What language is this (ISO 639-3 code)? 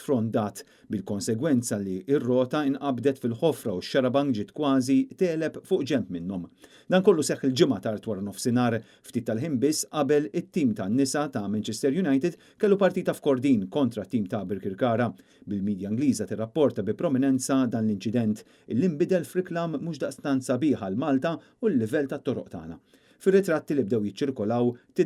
mlt